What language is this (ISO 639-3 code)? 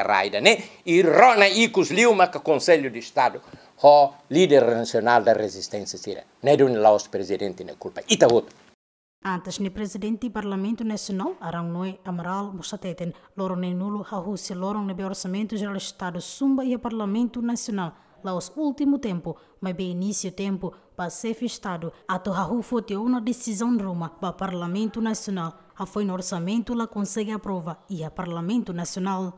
tet